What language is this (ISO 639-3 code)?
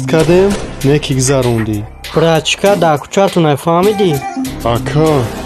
tgk